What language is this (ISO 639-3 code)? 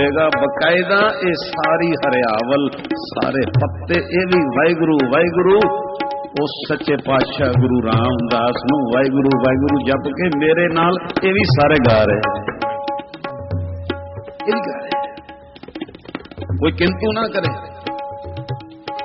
pan